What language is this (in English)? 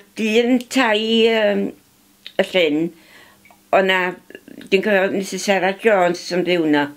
Welsh